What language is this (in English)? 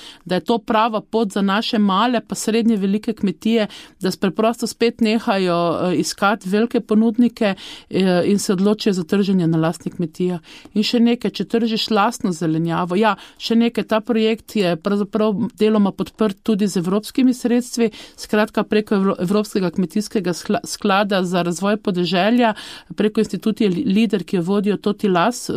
Slovenian